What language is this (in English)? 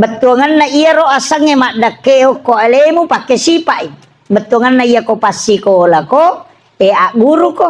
Buginese